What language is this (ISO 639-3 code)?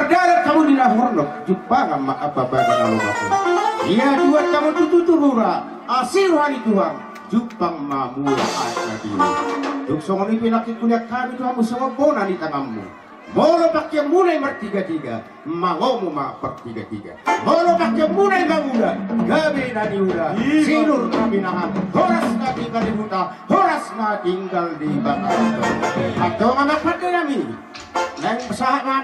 bbc